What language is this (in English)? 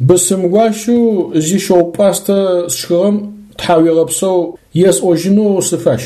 Adyghe